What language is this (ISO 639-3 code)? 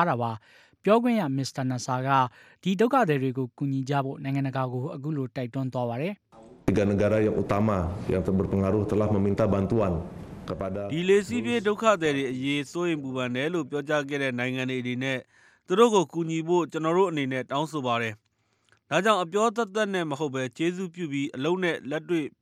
mya